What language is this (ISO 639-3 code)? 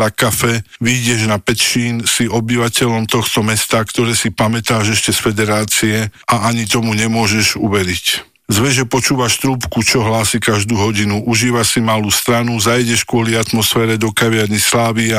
slk